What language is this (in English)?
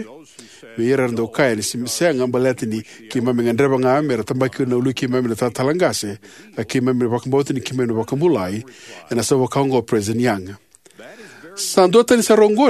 Fijian